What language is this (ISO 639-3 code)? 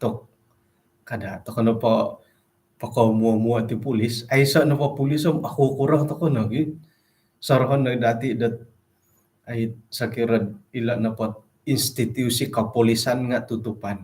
dtp